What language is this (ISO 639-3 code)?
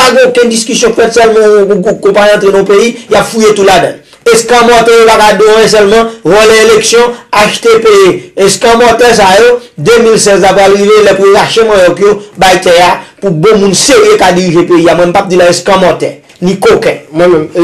hat